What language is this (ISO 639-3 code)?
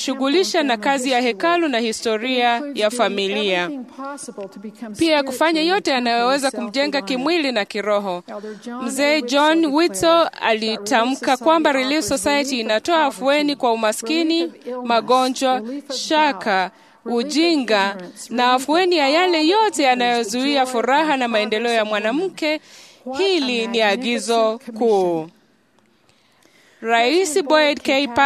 swa